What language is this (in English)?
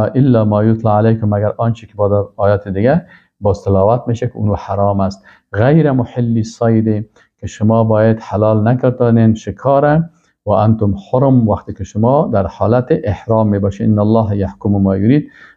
Persian